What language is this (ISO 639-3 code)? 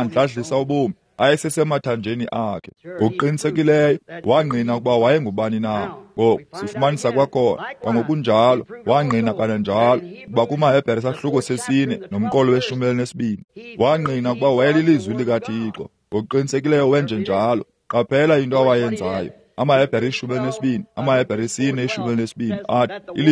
xho